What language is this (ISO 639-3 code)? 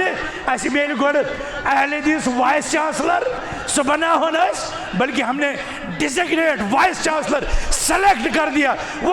kas